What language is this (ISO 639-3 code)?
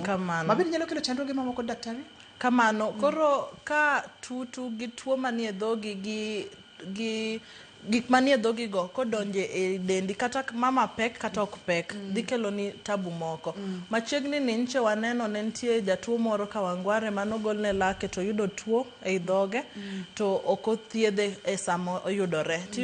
luo